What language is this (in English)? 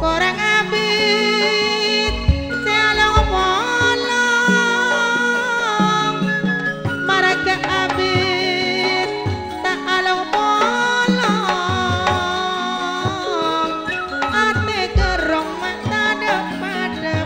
Madurese